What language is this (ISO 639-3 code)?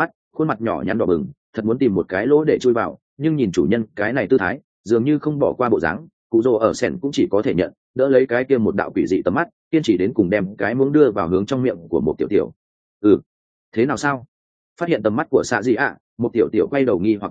vie